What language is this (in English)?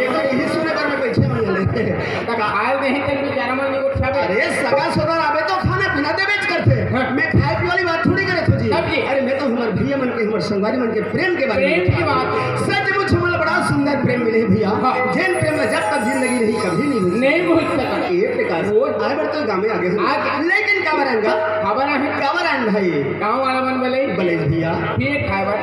Chhattisgarhi